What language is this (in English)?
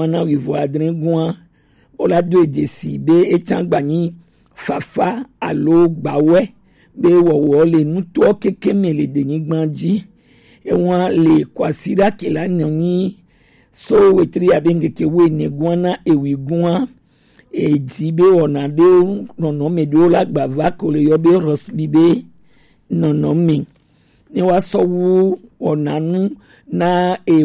Gen